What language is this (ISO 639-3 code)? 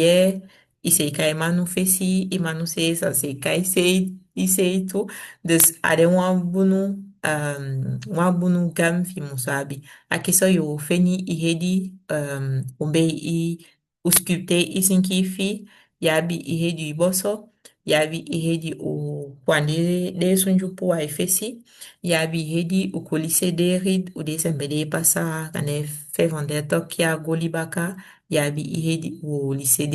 srm